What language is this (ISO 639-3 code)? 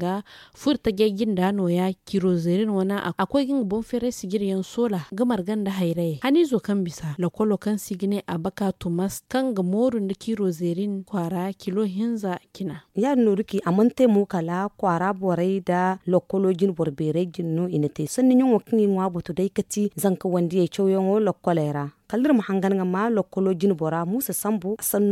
dje